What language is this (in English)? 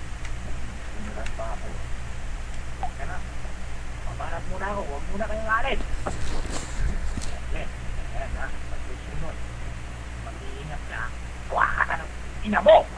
Filipino